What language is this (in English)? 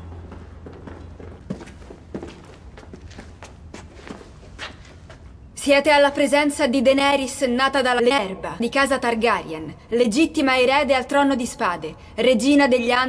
Italian